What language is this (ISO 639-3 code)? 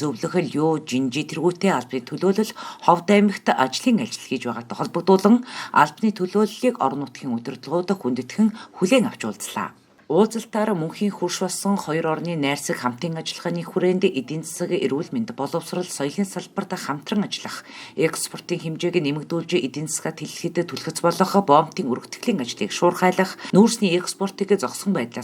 mon